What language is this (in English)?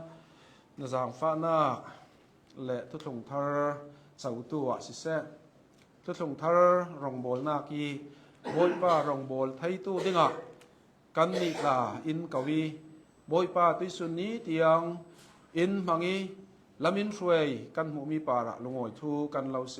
Hakha Chin